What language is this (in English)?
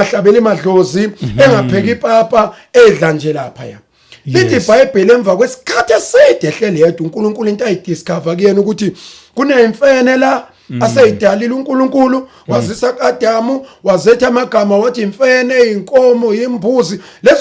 Zulu